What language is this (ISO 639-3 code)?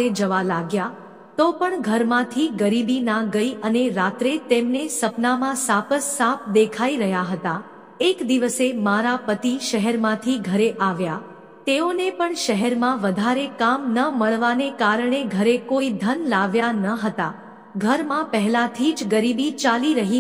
guj